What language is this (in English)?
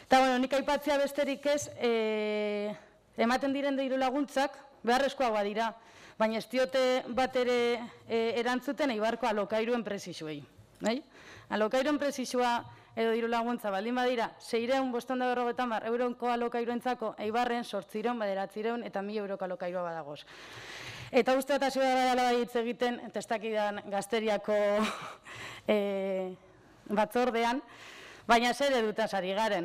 Basque